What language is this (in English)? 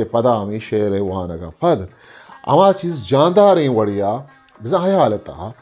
Eastern Balochi